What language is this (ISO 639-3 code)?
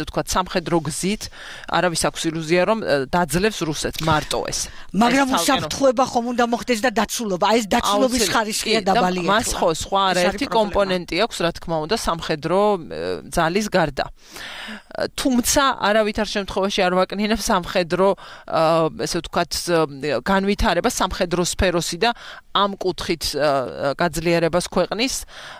kat